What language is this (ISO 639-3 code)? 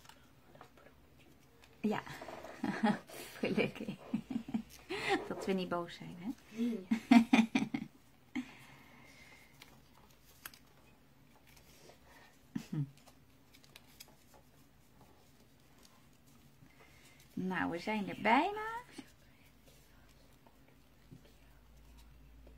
nld